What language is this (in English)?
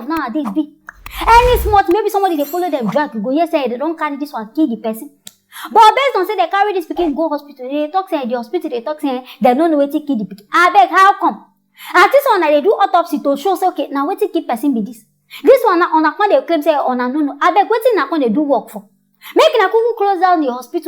Nigerian Pidgin